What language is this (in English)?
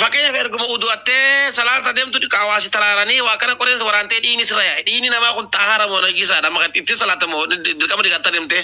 Oromo